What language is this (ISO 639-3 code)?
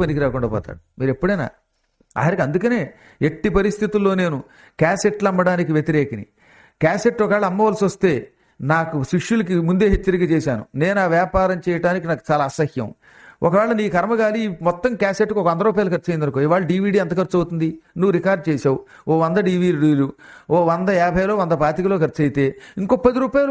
tel